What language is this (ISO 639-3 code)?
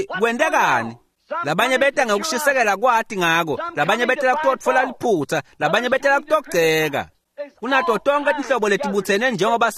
ssw